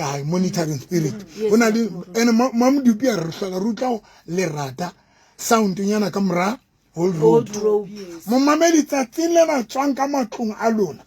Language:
Southern Sotho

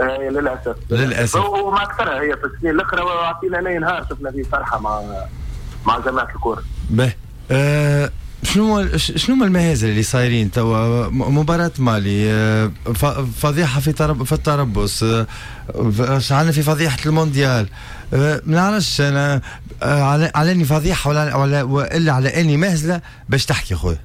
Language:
Tunisian Arabic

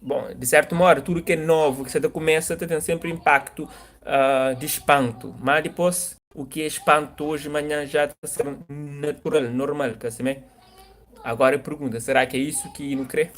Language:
Kabuverdianu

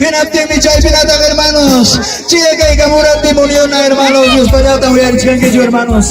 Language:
Ayacucho Quechua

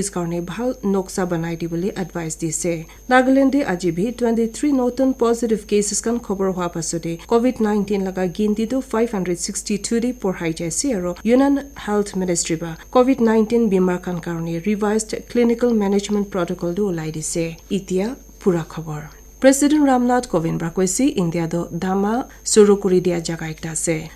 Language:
Naga Pidgin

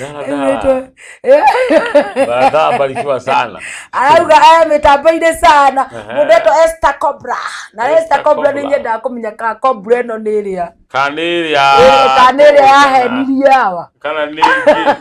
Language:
Kikuyu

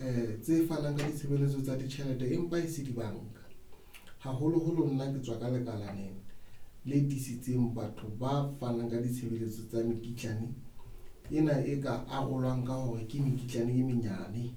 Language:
Southern Sotho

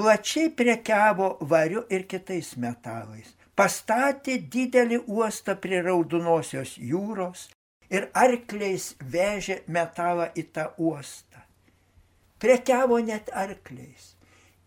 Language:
Lithuanian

